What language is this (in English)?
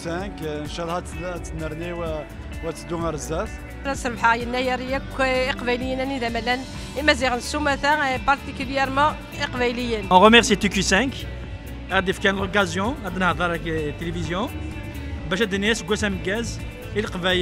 Kabyle